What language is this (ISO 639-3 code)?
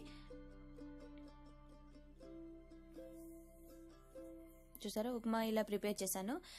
tel